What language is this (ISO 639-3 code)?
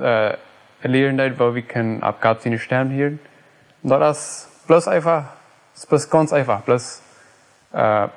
pdt